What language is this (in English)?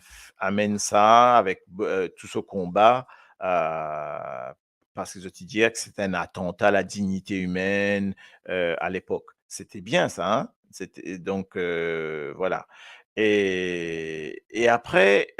Morisyen